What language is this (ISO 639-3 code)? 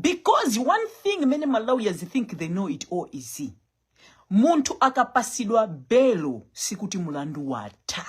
nya